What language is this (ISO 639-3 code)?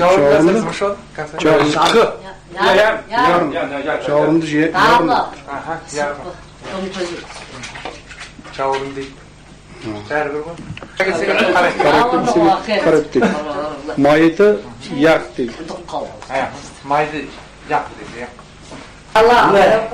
kaz